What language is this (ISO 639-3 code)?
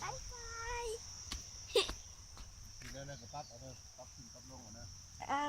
lao